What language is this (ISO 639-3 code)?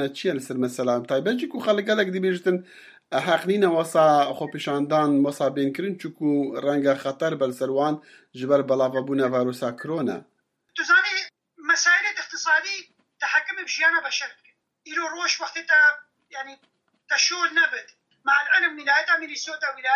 kur